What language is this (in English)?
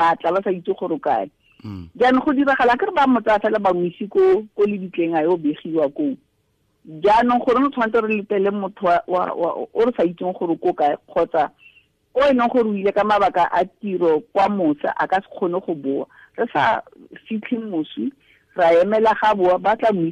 Tswana